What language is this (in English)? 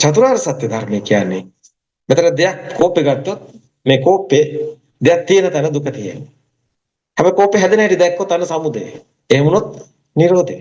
Sinhala